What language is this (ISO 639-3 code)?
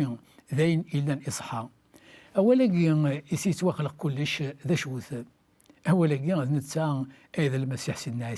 kab